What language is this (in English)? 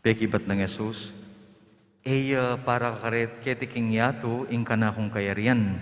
Pampanga